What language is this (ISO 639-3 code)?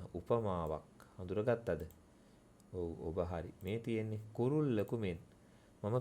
sin